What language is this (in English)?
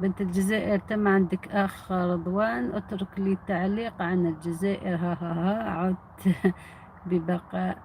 Algerian Arabic